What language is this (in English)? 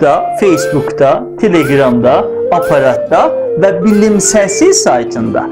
South Azerbaijani